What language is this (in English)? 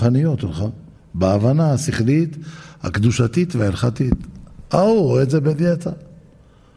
Hebrew